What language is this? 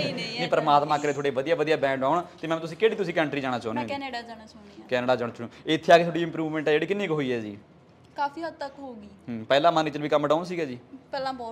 Punjabi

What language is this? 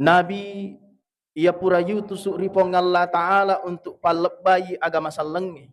Buginese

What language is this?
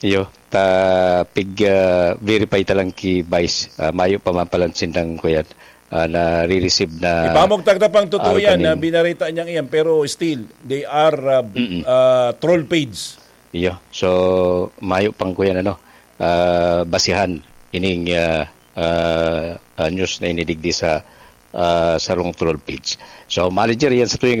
Bikol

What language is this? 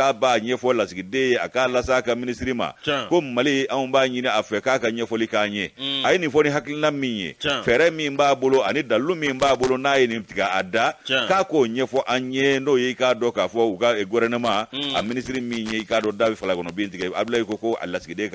Bambara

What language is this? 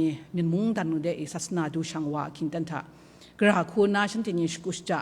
Kachin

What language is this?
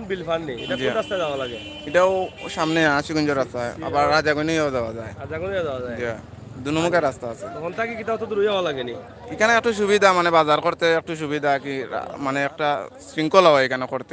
Sylheti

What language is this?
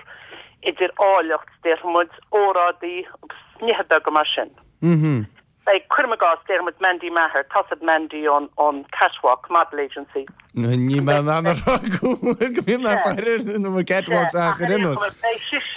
Irish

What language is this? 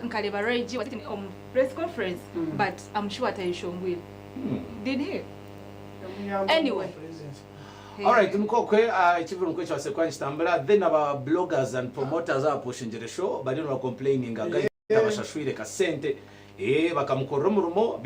Nyankole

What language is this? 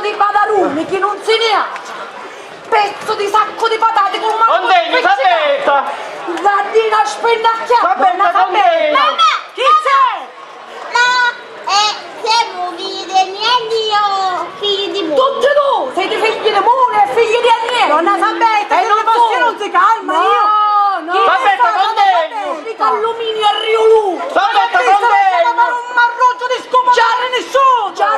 Sicilian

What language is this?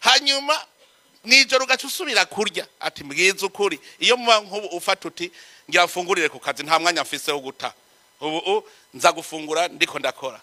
Rundi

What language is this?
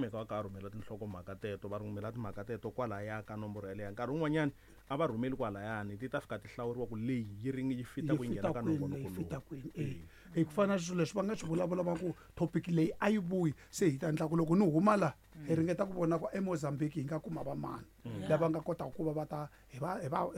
Tsonga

